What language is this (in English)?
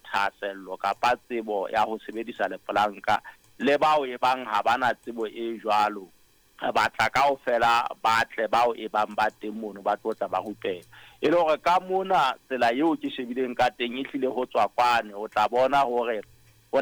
Southern Sotho